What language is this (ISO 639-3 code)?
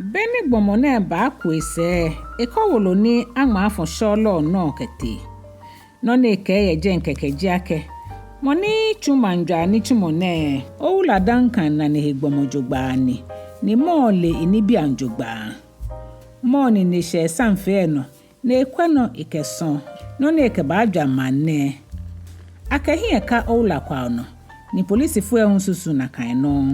gaa